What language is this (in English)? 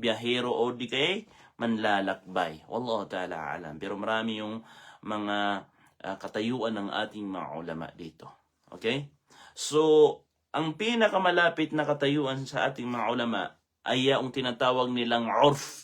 Maranao